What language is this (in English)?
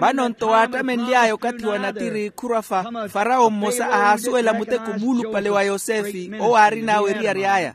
Makhuwa